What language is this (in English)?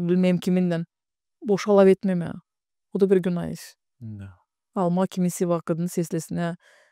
Gagauz